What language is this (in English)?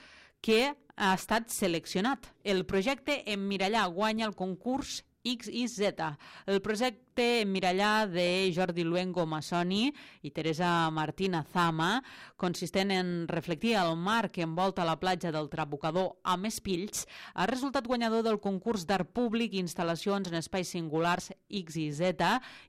Catalan